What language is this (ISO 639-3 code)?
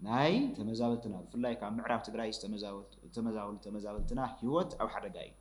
tir